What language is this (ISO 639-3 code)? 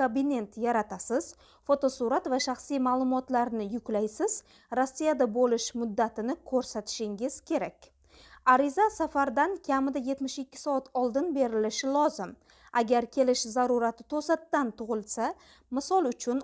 uzb